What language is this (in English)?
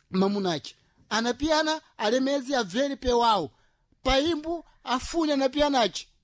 Sena